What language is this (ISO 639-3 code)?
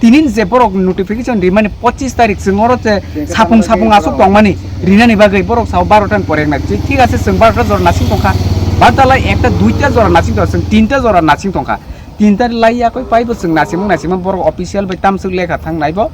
trp